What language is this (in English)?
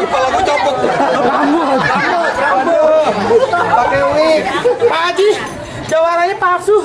Betawi